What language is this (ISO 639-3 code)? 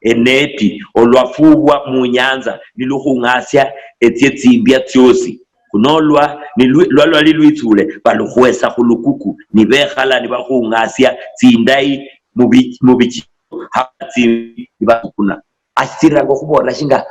luy